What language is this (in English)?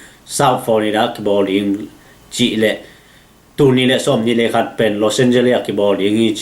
Tedim Chin